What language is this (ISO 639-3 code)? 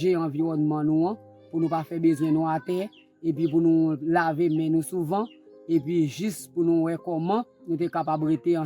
hat